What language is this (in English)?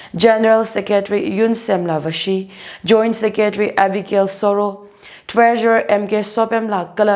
Tangkhul Naga (India)